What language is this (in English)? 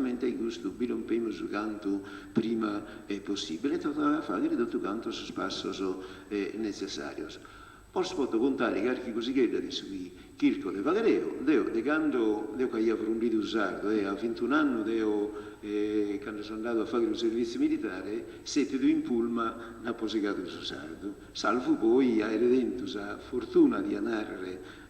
Sardinian